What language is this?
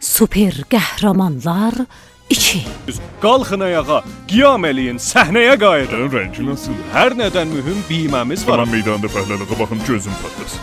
South Azerbaijani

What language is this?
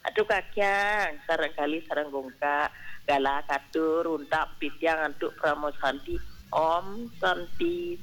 Balinese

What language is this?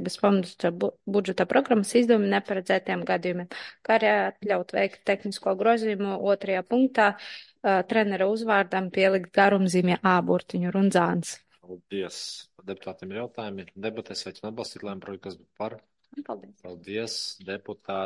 Latvian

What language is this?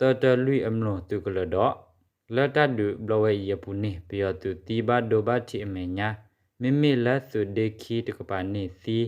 S'gaw Karen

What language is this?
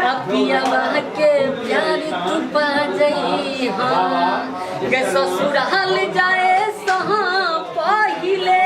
Maithili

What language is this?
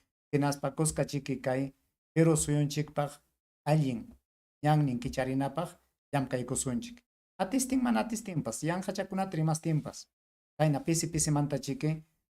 Ayacucho Quechua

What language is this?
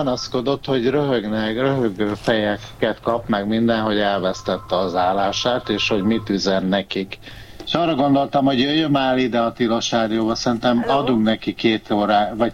Hungarian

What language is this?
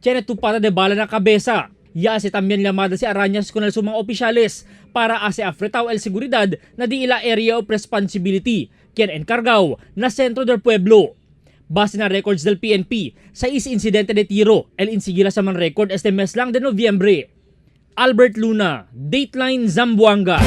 Chavacano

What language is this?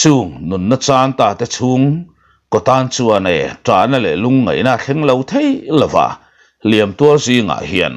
Mizo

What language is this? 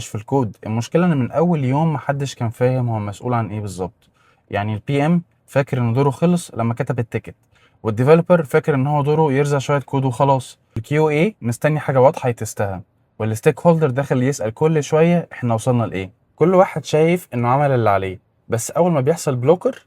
Egyptian Arabic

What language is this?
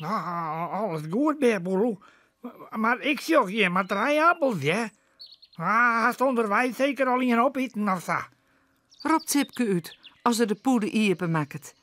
Western Frisian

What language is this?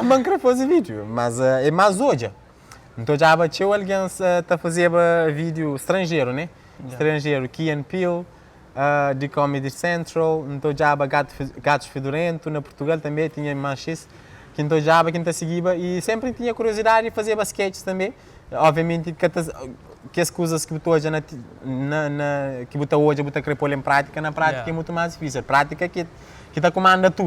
Kabuverdianu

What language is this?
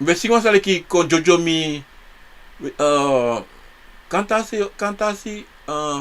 Sranan Tongo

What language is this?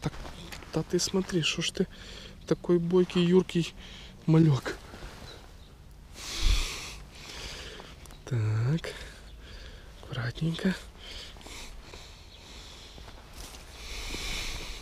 Russian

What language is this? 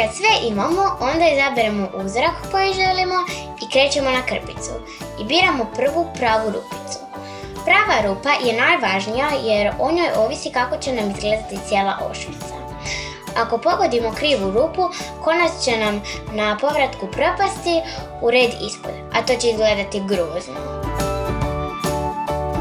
Croatian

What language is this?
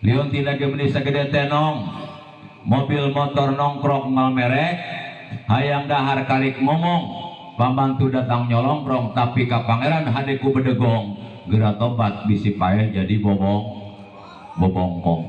Sundanese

